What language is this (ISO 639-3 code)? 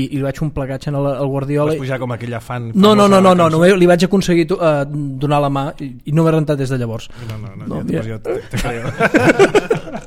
cat